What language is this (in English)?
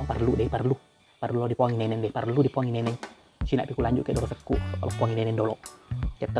Buginese